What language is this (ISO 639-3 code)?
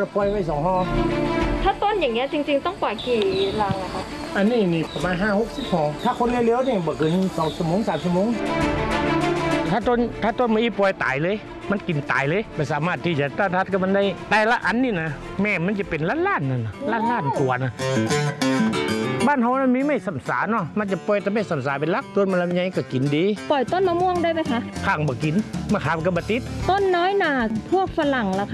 tha